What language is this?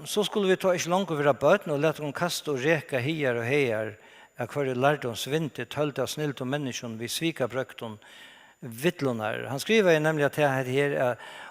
Faroese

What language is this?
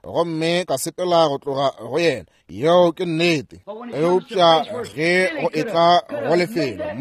Northern Sotho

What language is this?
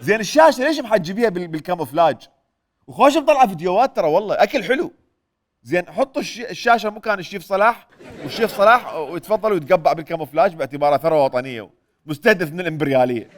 Mesopotamian Arabic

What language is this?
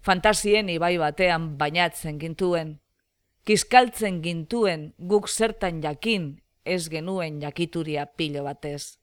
Basque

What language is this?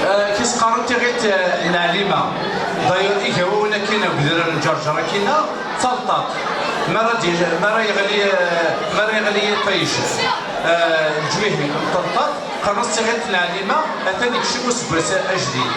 Kabyle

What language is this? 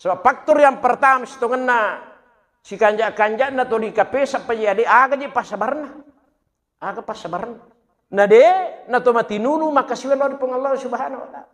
Buginese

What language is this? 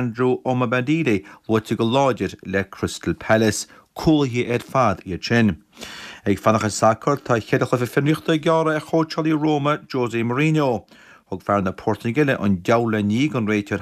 Irish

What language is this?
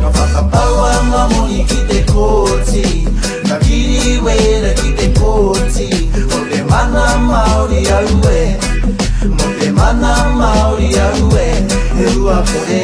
Māori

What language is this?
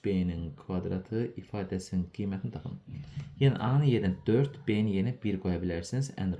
Azerbaijani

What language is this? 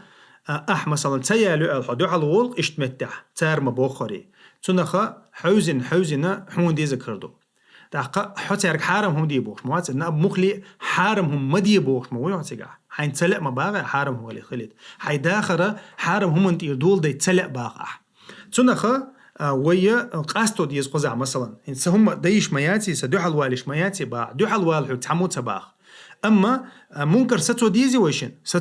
Chechen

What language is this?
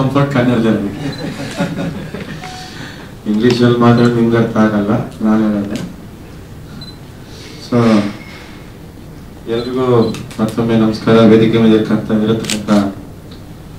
Kannada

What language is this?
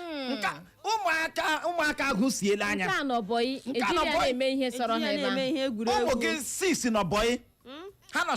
Igbo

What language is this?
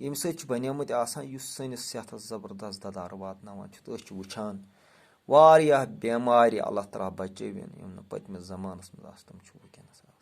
Kashmiri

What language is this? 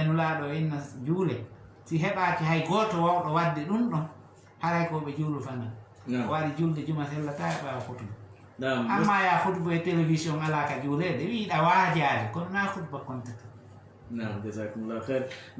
Fula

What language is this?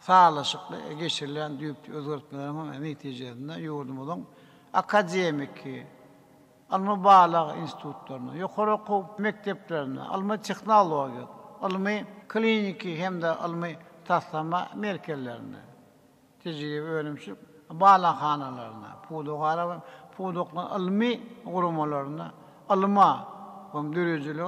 Turkmen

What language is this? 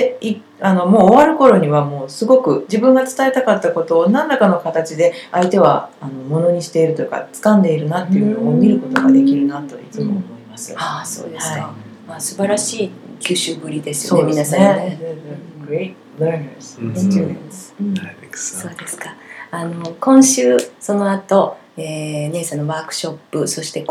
Japanese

